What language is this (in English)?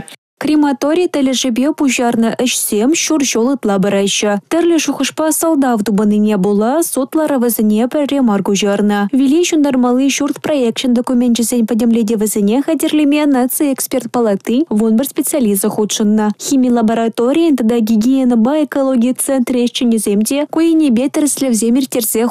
Chuvash